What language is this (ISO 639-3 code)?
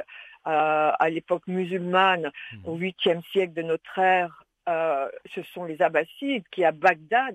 fra